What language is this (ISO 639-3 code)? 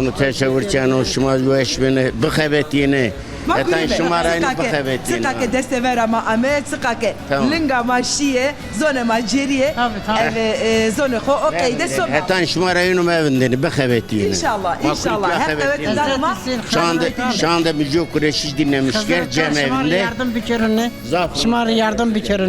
zza